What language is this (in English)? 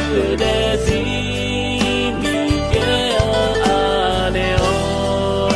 Akha